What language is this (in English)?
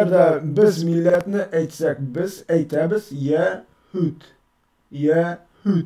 Tatar